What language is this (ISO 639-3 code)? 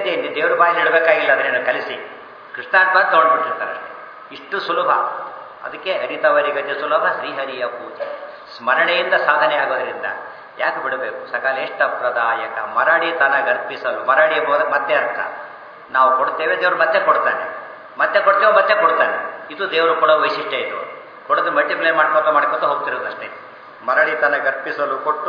kan